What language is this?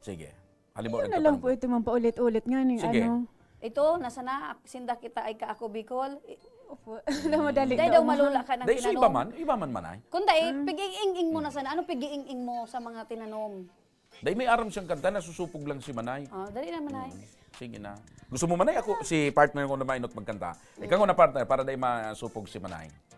Bikol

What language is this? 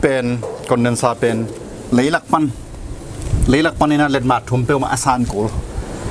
Tedim Chin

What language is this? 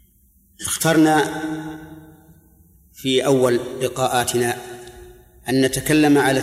Arabic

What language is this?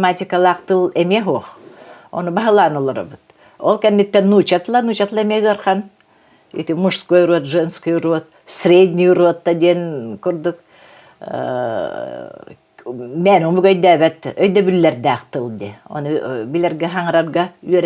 Yakut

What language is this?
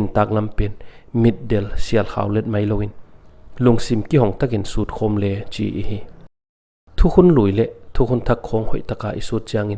Paite Chin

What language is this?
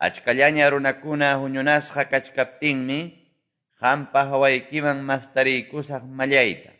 Quechua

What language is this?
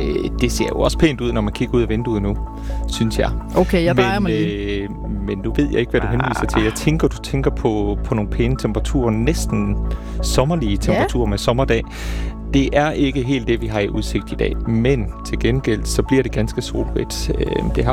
Danish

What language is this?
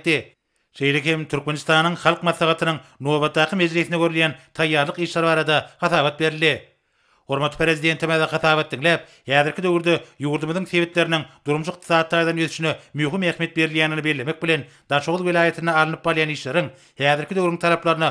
Turkmen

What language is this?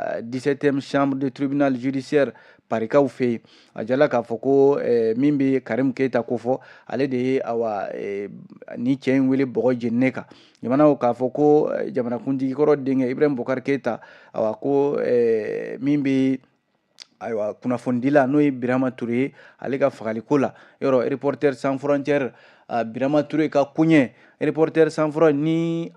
Bambara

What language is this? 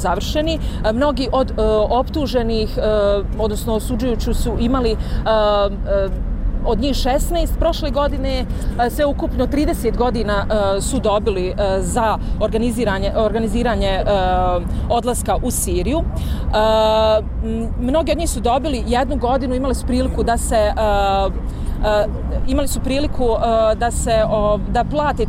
Bosnian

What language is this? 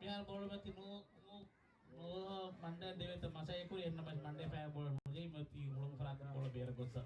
Divehi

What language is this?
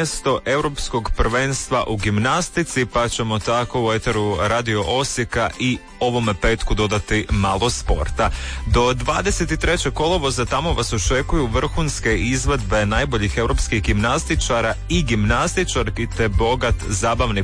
Croatian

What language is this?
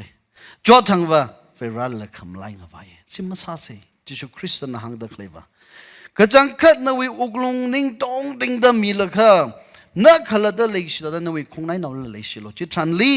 Tangkhul Naga (India)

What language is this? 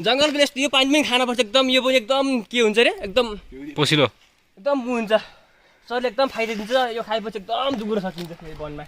Nepali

